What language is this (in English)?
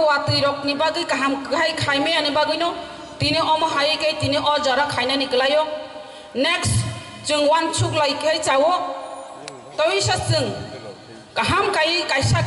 Kok Borok